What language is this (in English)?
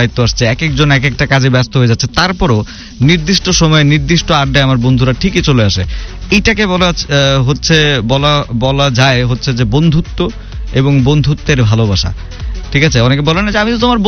Bangla